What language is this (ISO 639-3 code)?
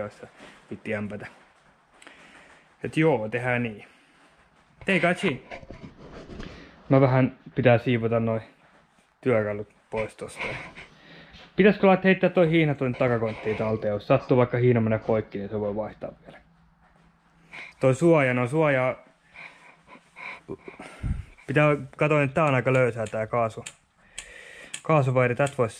fin